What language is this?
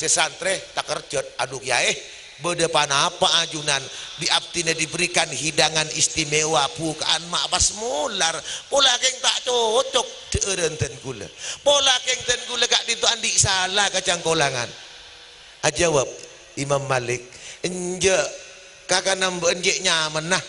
Madurese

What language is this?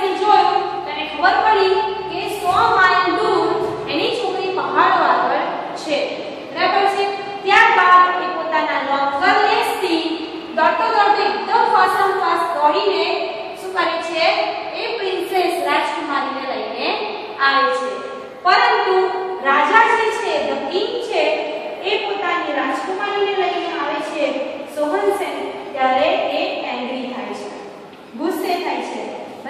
Gujarati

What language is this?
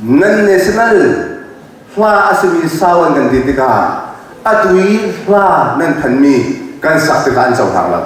Hakha Chin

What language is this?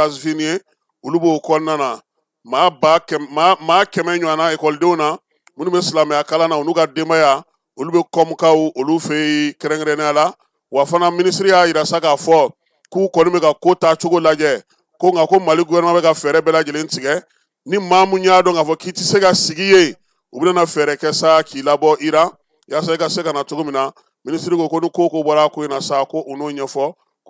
Bambara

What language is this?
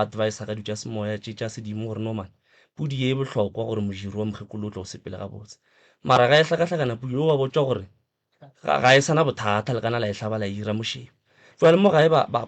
Northern Sotho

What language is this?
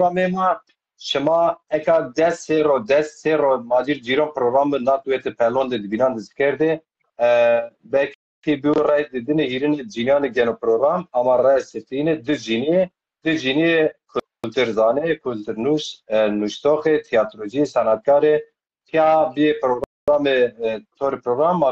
Zaza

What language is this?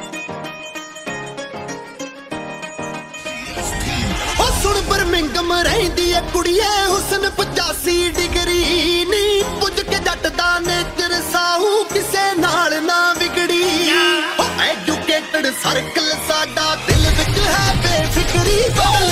Punjabi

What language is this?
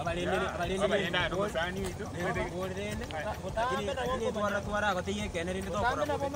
Gusii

